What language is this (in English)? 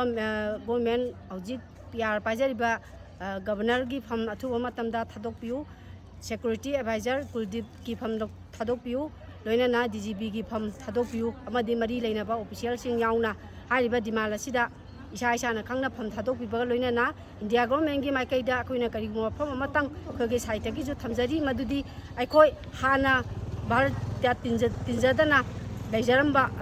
Manipuri